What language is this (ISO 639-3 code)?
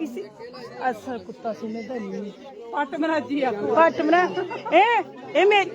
doi